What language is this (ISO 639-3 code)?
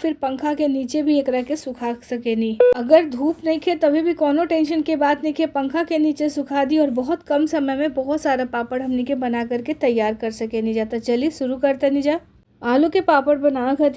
bho